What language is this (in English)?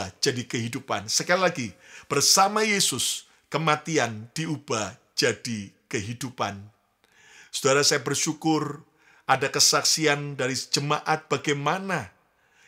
Indonesian